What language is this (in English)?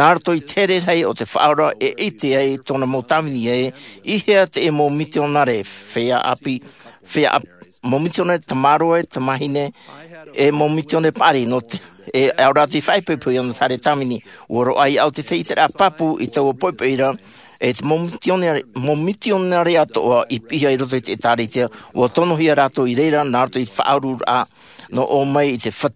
Tahitian